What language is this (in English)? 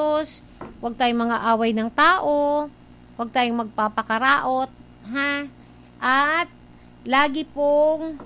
Filipino